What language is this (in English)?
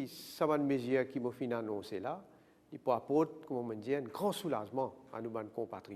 Morisyen